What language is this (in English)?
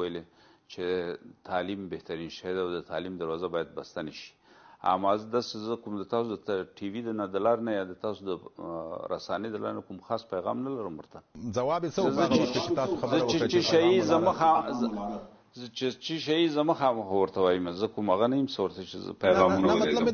Pashto